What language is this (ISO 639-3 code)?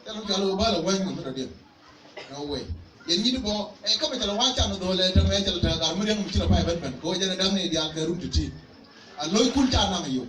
nus